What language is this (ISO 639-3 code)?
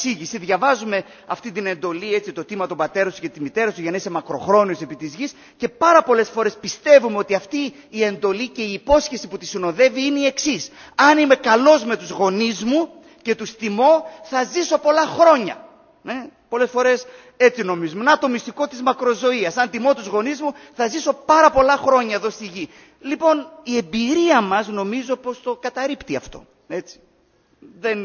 ell